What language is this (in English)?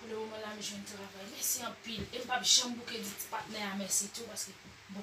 Haitian Creole